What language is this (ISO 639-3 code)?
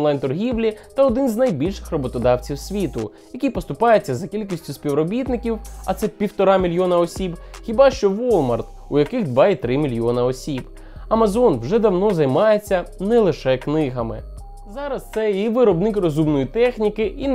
ukr